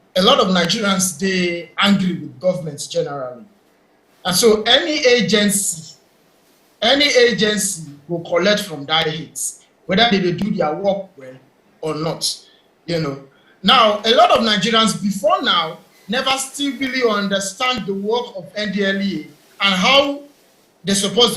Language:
Nigerian Pidgin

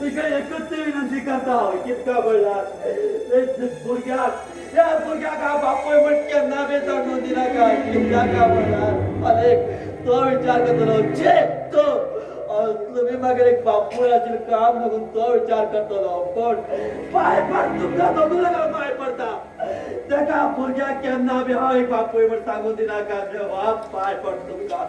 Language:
Konkani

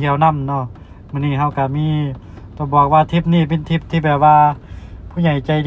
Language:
Lao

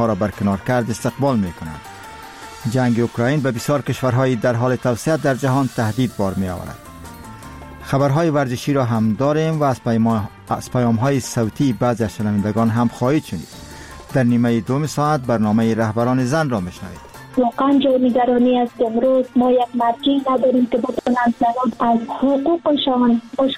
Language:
Persian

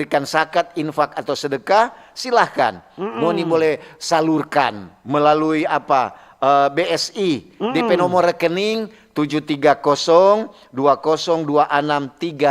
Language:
Manado Malay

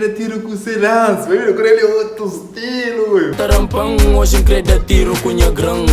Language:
Kabuverdianu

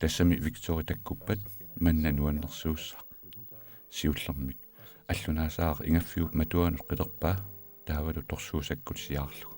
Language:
Kalaallisut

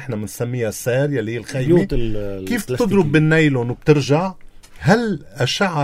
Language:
North Levantine Arabic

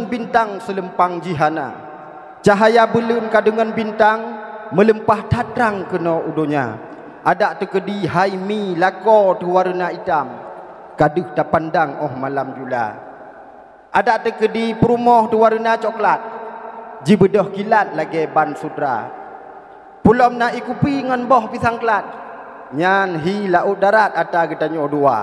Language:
Achinese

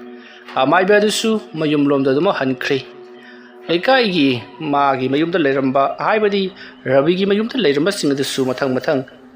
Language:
Manipuri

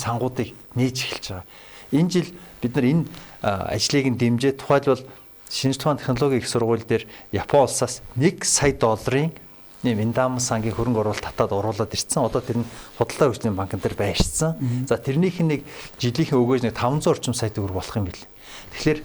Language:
Mongolian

